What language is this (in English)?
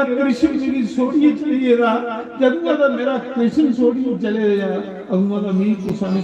Dogri